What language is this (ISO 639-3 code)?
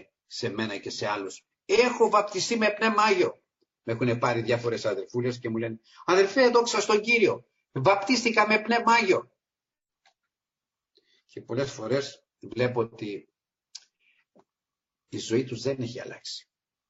ell